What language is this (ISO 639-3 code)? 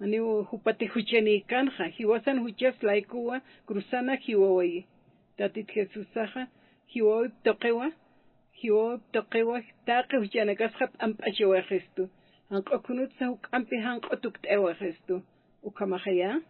aym